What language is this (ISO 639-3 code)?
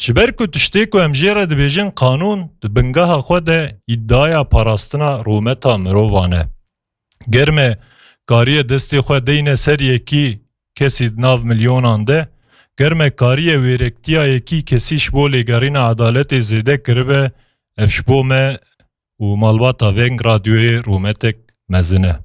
kur